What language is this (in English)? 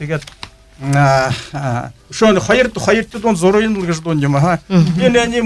Buriat